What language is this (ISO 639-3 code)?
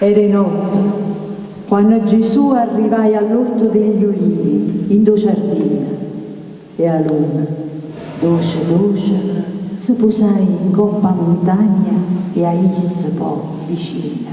nap